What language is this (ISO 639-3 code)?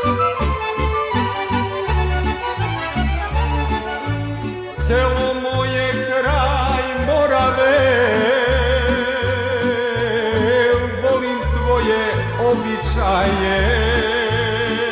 srp